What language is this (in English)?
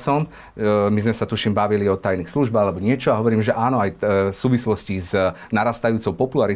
Slovak